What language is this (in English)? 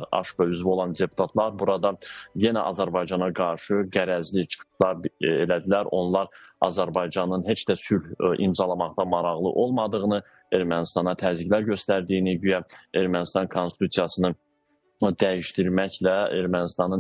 Azerbaijani